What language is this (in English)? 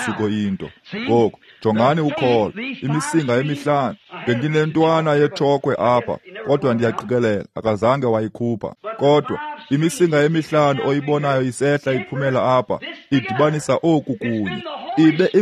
Xhosa